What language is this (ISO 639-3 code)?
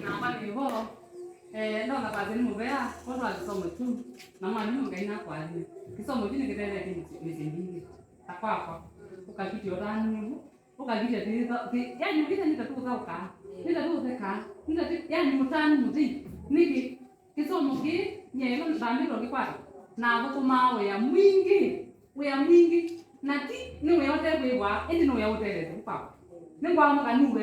kam